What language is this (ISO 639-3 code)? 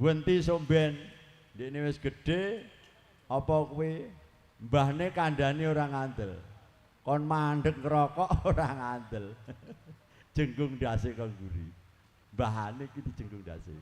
jav